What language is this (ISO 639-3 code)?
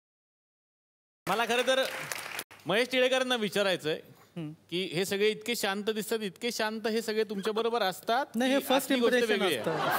mar